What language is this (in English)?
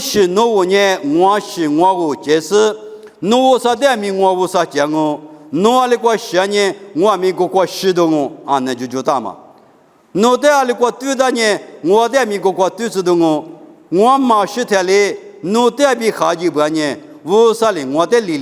Lisu